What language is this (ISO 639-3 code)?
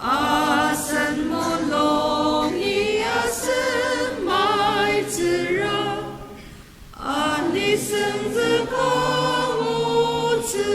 njo